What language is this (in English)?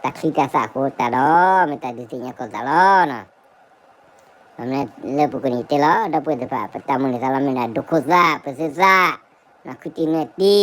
S'gaw Karen